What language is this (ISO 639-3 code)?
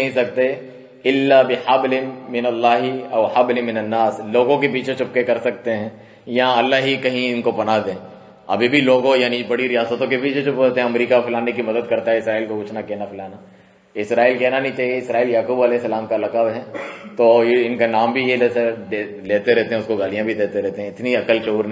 urd